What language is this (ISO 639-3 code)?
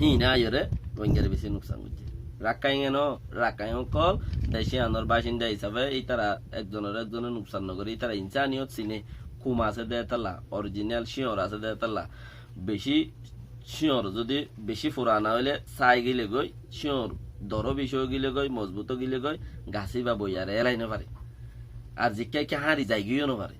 rhg